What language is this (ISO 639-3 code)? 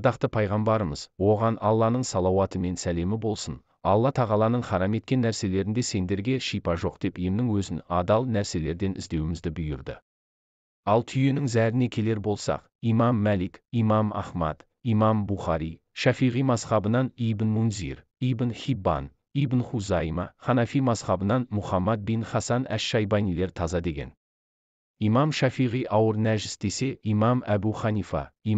kaz